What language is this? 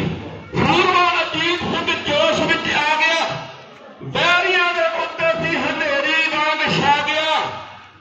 Punjabi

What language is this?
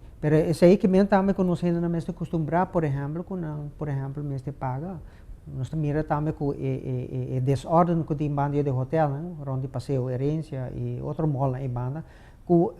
Papiamento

